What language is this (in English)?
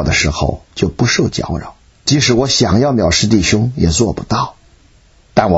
Chinese